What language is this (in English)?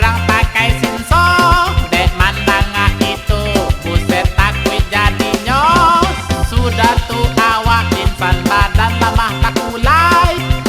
Minangkabau